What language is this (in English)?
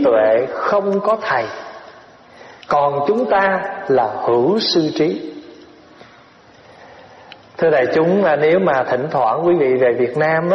Vietnamese